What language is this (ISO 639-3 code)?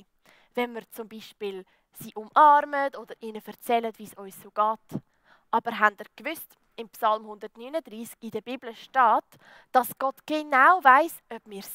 gsw